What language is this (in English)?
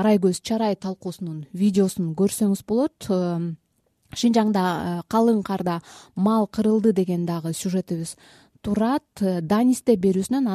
Kyrgyz